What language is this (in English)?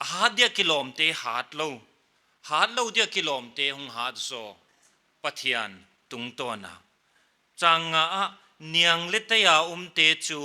Paite Chin